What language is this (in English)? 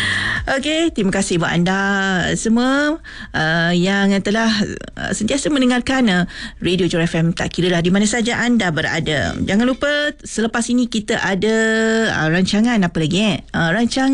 Malay